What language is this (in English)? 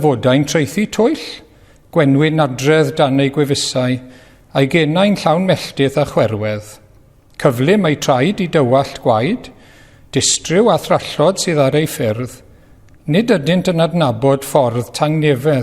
Welsh